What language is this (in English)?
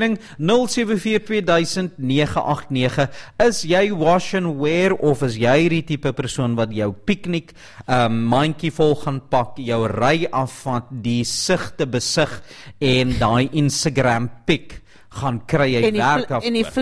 Afrikaans